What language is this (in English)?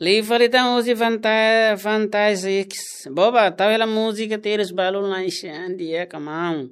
Tetum